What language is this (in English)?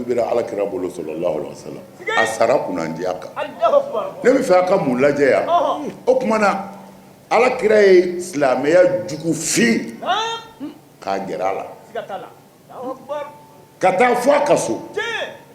Bambara